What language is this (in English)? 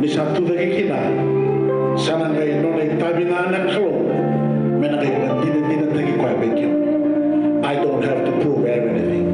Fijian